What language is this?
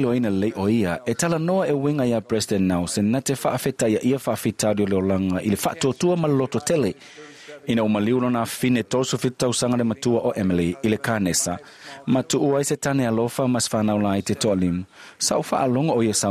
Samoan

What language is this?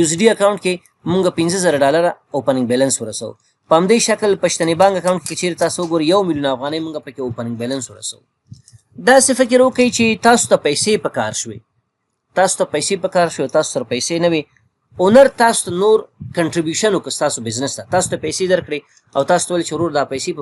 Pashto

